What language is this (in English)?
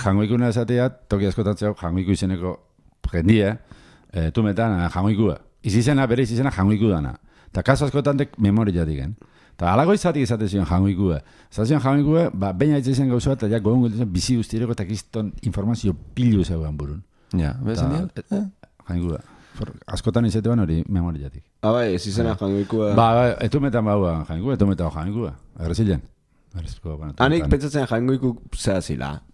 Basque